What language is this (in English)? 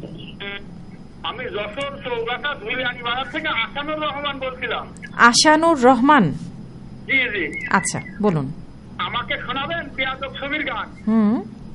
Bangla